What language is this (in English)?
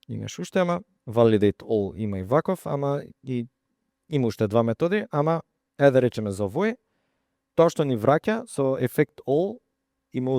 Macedonian